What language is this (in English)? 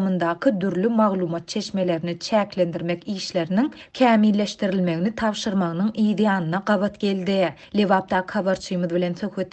Turkmen